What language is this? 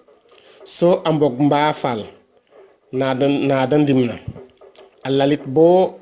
Serer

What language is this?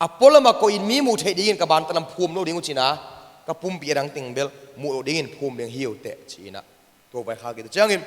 Tedim Chin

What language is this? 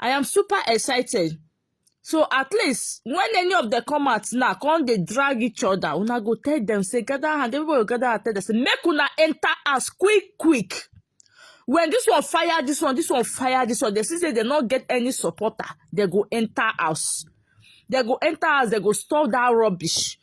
Nigerian Pidgin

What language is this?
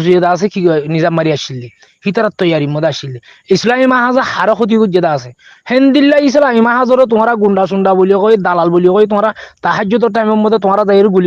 Rohingya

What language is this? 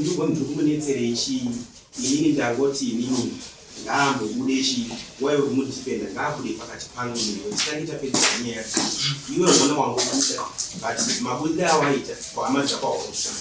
Shona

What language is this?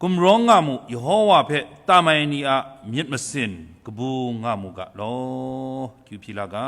Kachin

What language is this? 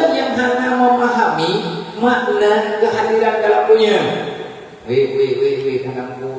Achinese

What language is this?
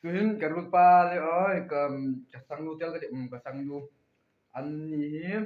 Hmar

